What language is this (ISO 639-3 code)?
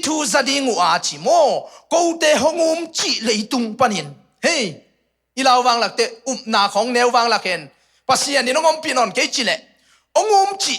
ctd